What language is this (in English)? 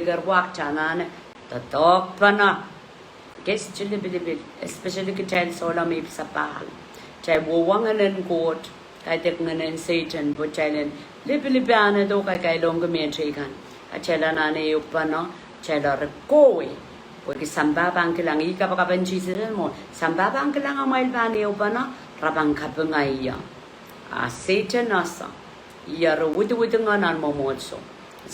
Pohnpeian